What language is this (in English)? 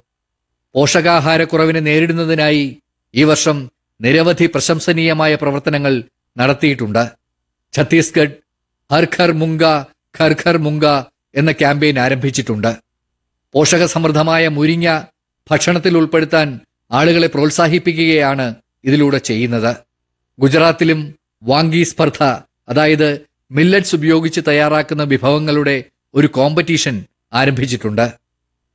Malayalam